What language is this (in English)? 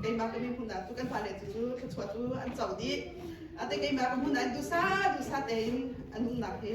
Hakha Chin